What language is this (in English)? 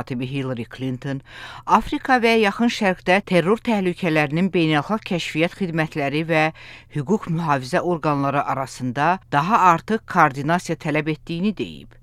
Azerbaijani